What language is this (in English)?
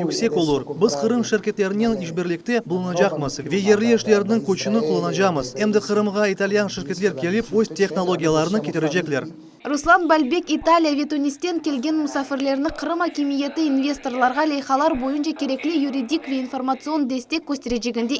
Crimean Tatar